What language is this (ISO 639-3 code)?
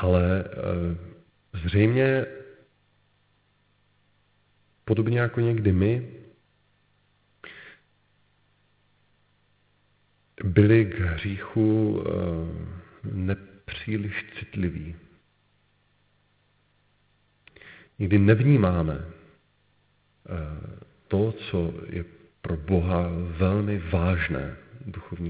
ces